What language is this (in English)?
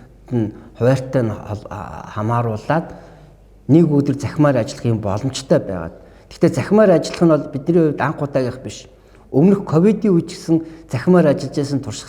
Mongolian